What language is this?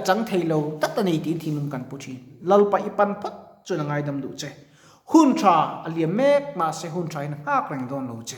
Mizo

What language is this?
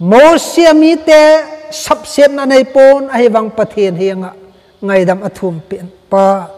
Thado Chin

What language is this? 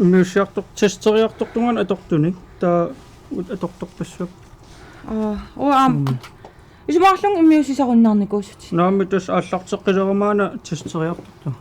Kalaallisut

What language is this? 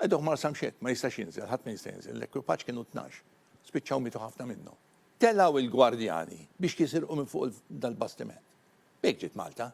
Maltese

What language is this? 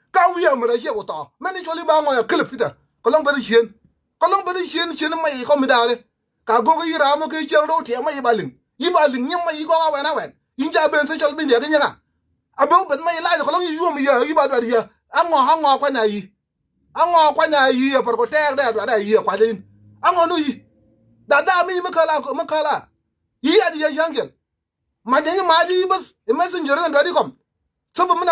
Nuer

